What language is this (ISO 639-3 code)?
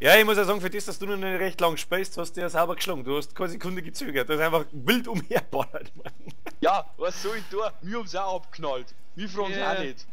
bar